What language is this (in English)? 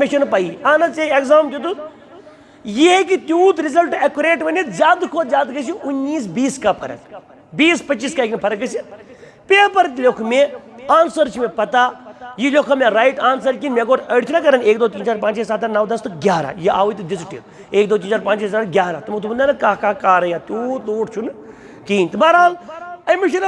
Kashmiri